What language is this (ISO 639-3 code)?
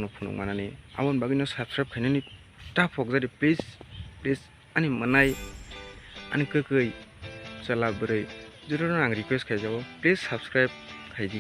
trp